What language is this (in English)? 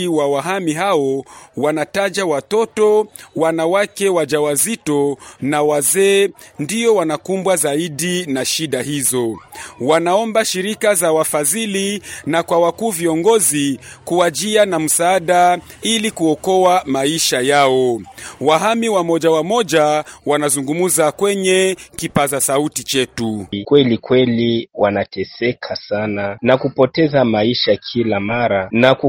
Swahili